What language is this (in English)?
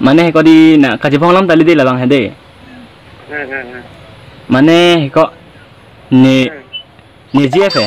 Karbi